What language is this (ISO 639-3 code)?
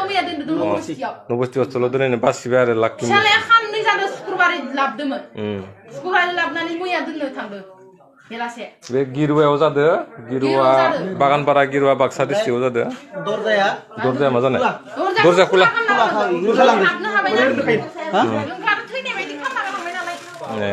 brx